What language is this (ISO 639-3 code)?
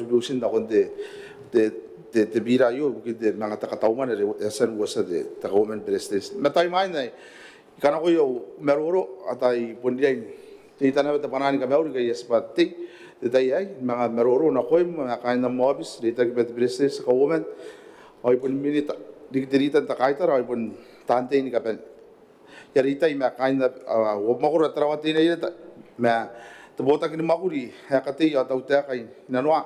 gil